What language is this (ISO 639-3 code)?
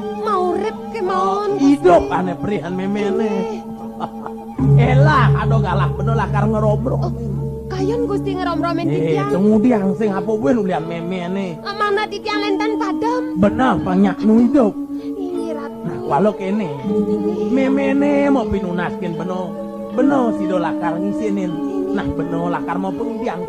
ban